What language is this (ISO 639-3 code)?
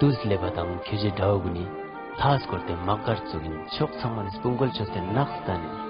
lbj